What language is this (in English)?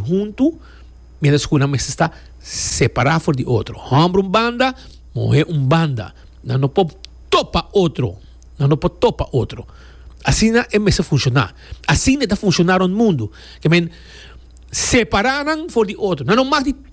Papiamento